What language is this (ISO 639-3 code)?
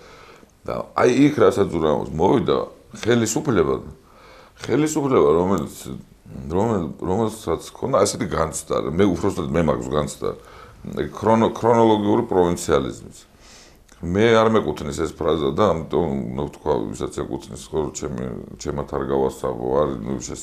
kat